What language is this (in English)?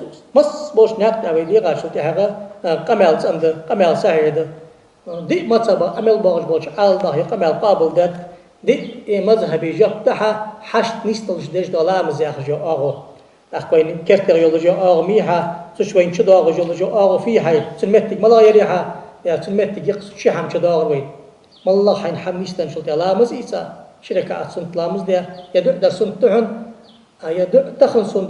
Ingush